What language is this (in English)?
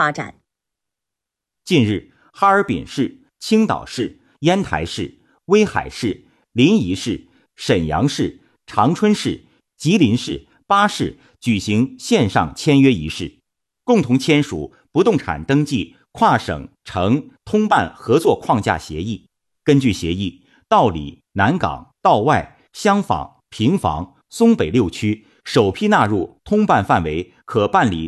Chinese